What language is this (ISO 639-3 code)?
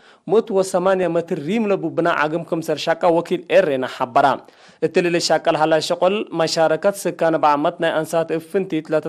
tig